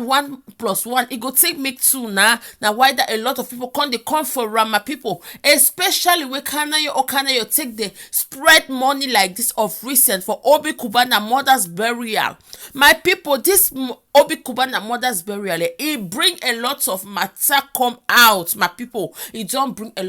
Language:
Nigerian Pidgin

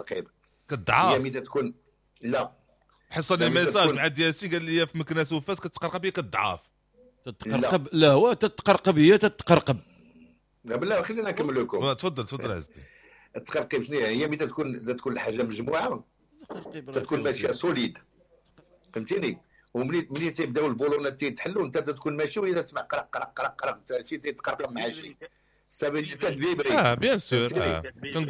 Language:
Moroccan Arabic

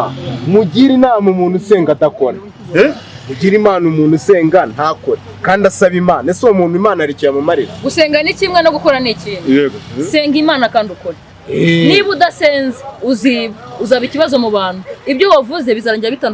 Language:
Kinyarwanda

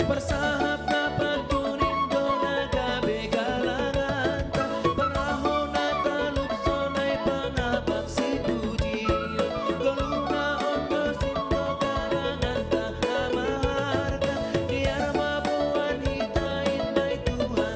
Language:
Batak Simalungun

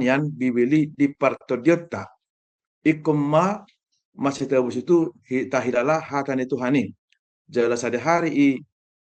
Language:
Batak Toba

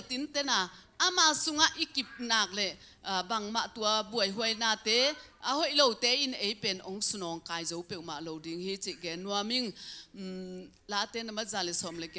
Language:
Tedim Chin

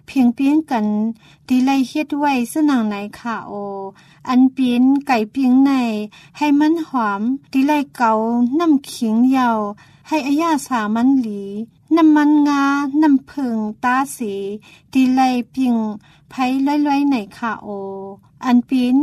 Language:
Thai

